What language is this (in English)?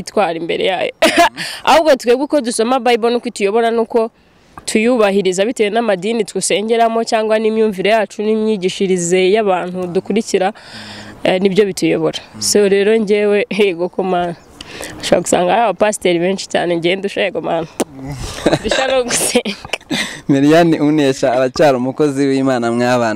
Kinyarwanda